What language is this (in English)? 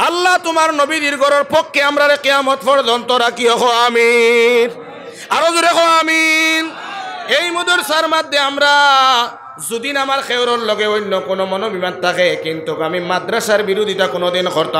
Sylheti